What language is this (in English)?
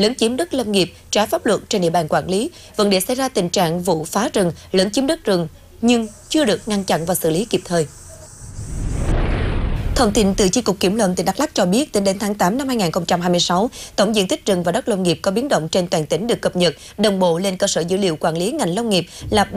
Vietnamese